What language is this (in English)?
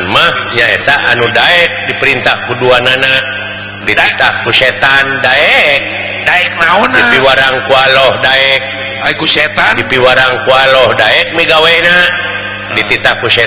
Sundanese